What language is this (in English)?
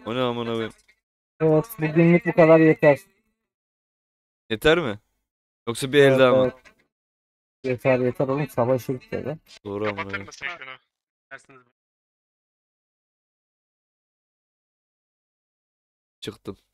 Turkish